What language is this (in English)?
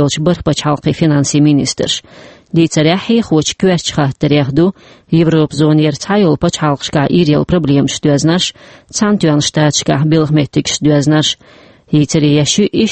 Chechen